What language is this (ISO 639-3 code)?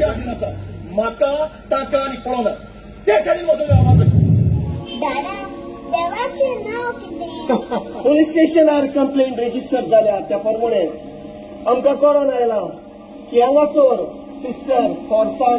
kok